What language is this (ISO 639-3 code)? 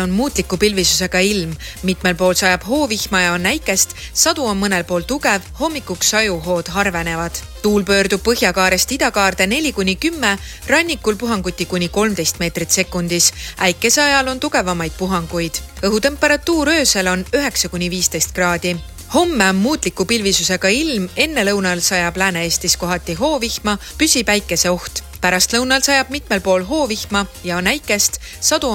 est